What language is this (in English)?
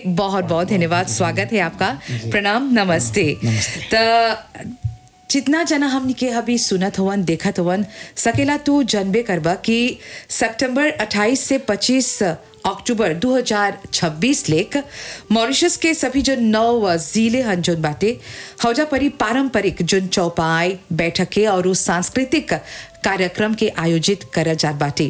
Bhojpuri